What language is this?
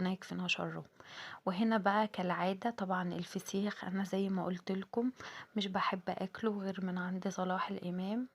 Egyptian Arabic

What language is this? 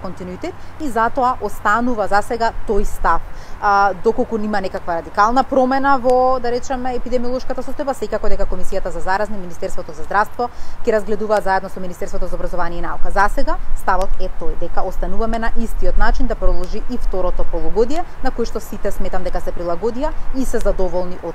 Macedonian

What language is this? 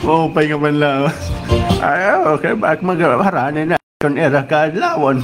Waray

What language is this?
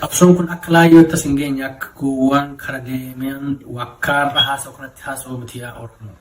Oromo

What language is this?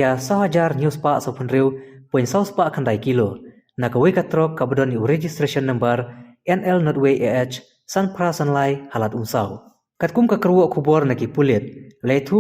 Khasi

